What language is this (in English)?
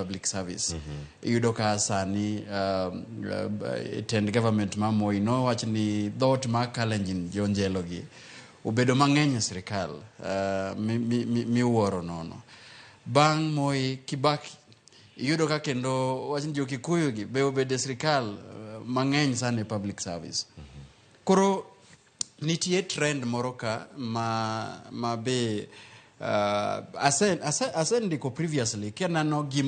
Luo (Kenya and Tanzania)